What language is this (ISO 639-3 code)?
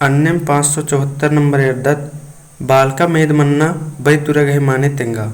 kru